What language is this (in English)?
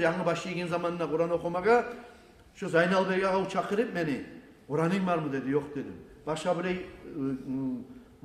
Kumyk